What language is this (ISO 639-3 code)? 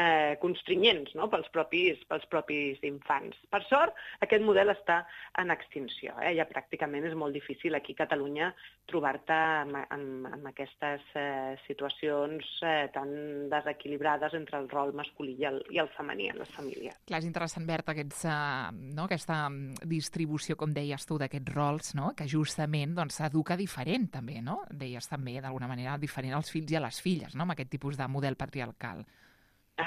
cat